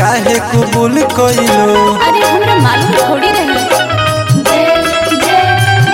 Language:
Bhojpuri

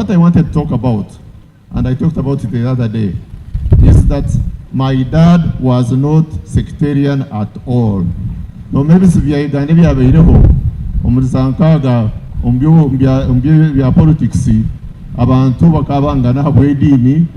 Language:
Nyankole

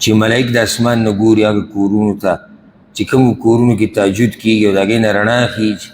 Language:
Pashto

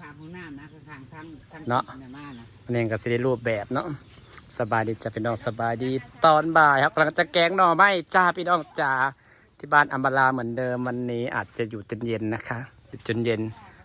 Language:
Northeastern Thai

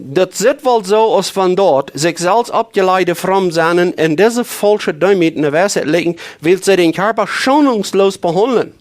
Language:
Plautdietsch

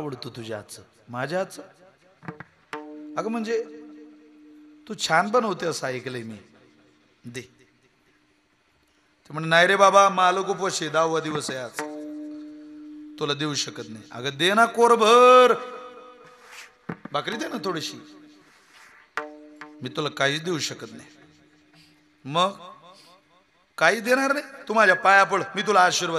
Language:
Marathi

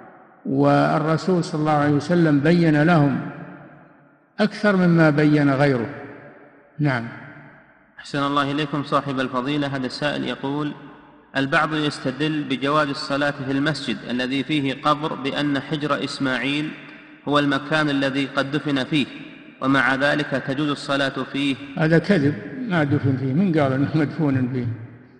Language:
Arabic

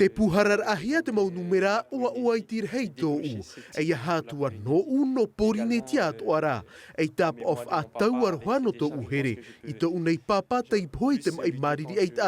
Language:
Tahitian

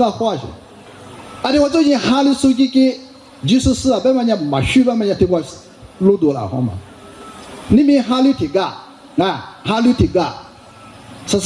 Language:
Lisu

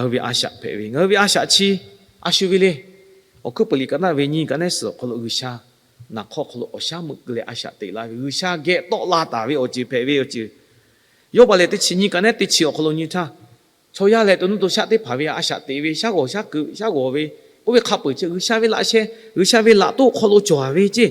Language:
Lahu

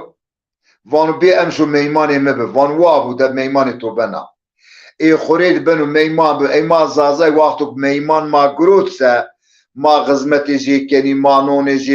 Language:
Zaza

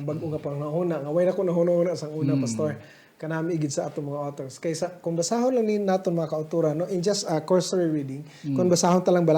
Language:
Hiligaynon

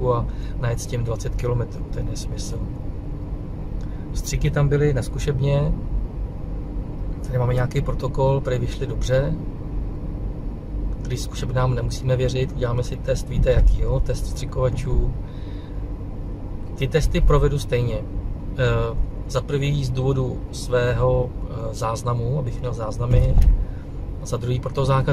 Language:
Czech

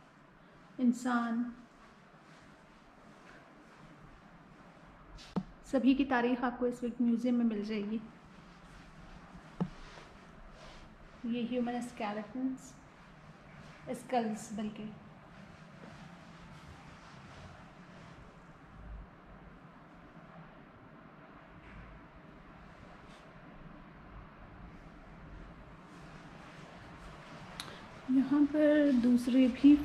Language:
Hindi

